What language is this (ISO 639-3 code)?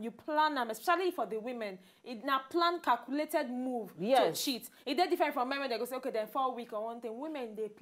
pcm